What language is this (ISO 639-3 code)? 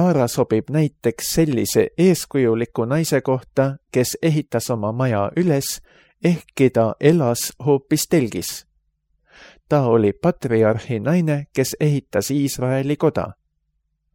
est